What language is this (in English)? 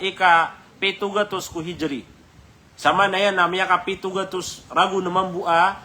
Maranao